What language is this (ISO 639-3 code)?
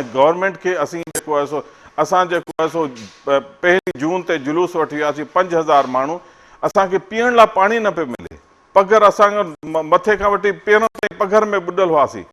snd